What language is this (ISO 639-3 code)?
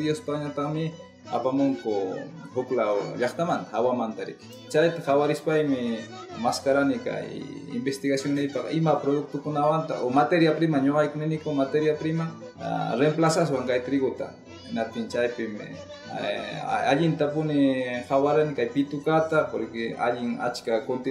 quy